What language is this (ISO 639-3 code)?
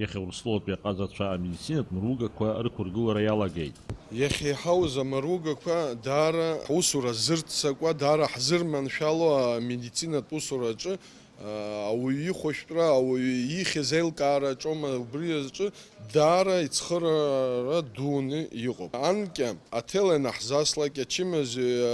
abk